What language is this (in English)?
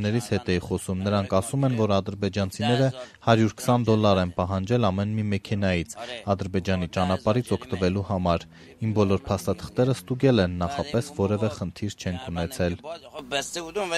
Armenian